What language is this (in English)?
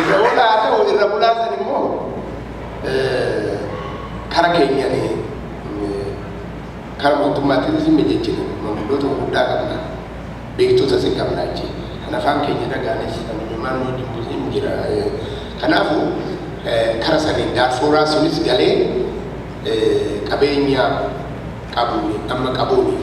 Oromo